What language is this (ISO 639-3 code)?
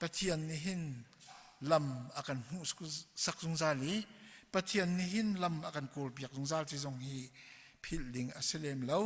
cnh